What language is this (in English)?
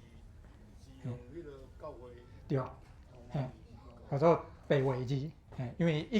Min Nan Chinese